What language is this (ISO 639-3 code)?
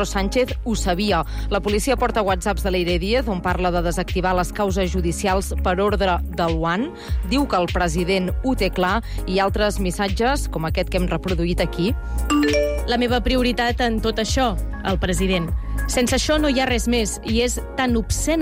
cat